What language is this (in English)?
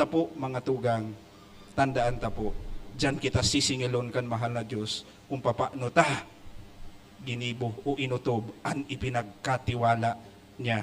Bikol